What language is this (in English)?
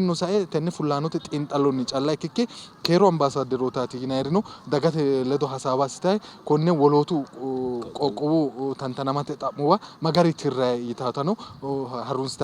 Sidamo